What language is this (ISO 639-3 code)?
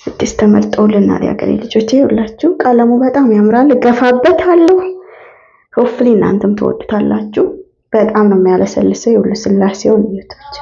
amh